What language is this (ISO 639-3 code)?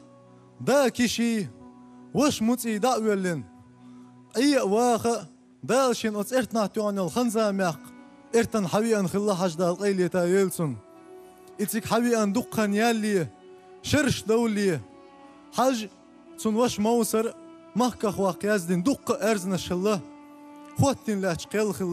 che